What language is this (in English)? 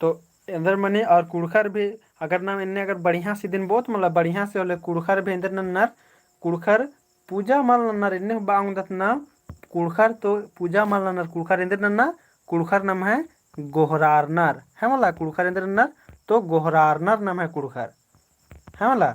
Kurukh